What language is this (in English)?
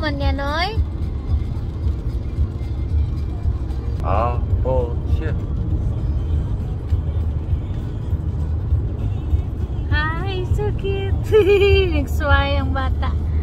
Filipino